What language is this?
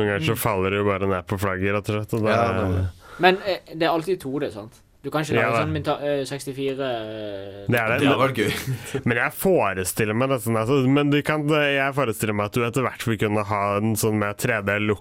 Norwegian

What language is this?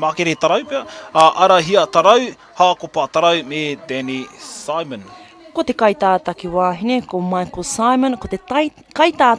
Māori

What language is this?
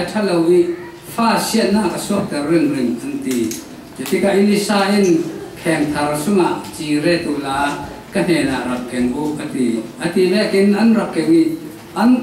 Falam Chin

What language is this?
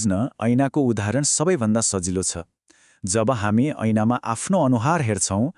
Nepali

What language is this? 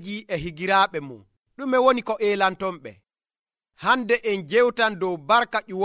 Nigerian Fulfulde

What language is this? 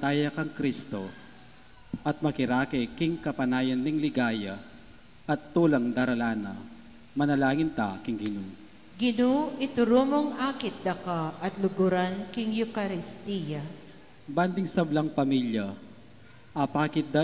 Pampanga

